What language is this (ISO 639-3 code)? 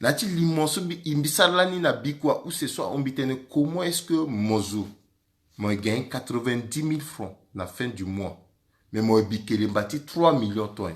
sag